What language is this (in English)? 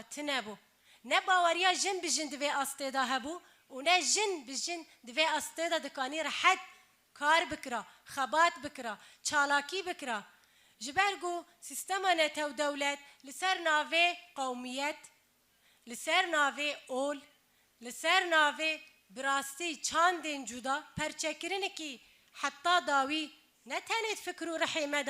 Kurdish